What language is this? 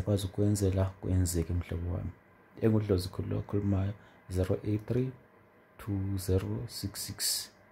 Zulu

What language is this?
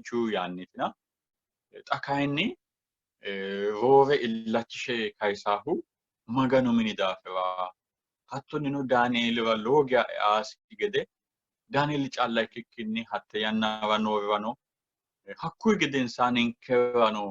Sidamo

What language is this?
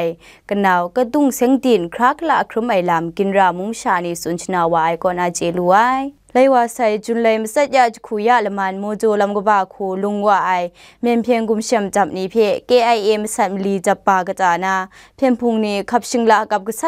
Kachin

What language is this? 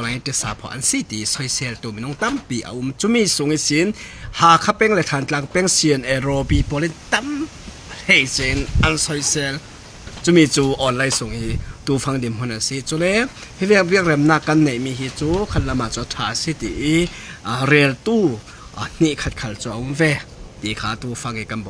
Falam Chin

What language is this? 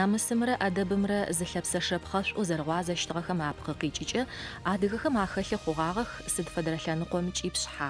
Adyghe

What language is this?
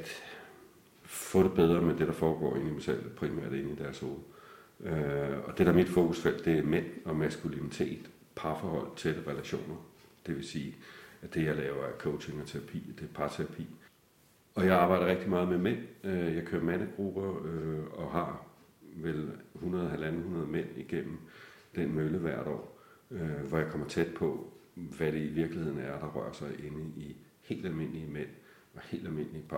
Danish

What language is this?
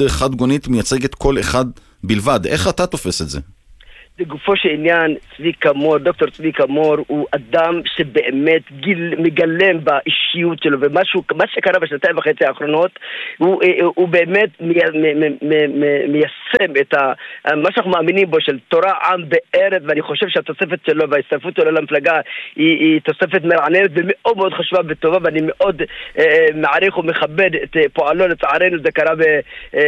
Hebrew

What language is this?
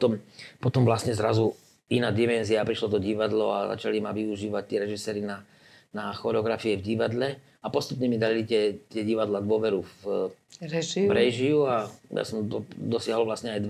Slovak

